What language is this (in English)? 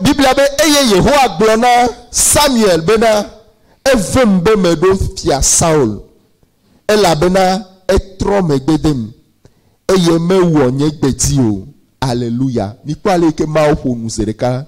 Ewe